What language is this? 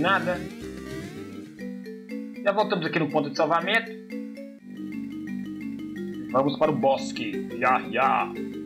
Portuguese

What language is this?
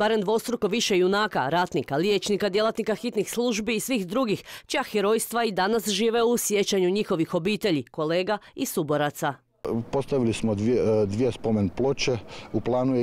Croatian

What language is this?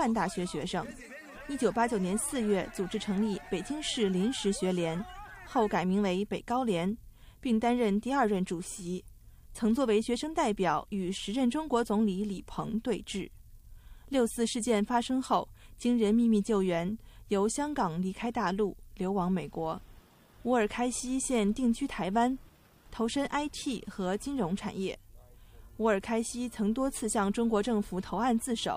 Chinese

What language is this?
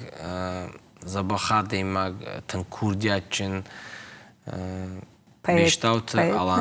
Ossetic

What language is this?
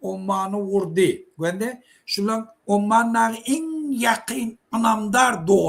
Turkmen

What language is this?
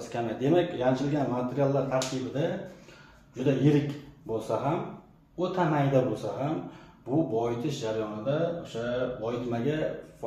Uzbek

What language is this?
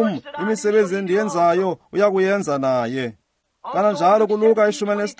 Xhosa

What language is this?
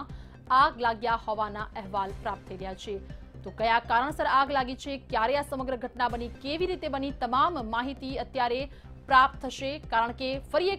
Gujarati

